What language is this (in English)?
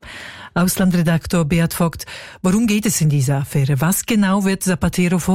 German